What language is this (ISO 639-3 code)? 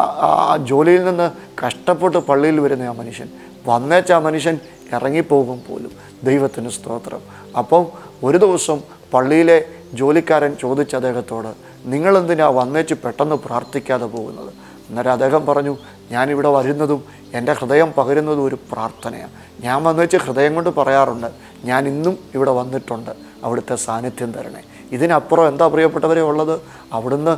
mal